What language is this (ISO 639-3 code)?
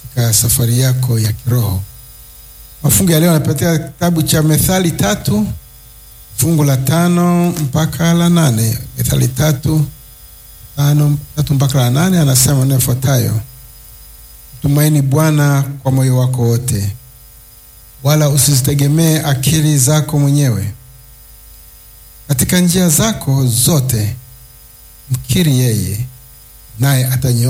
swa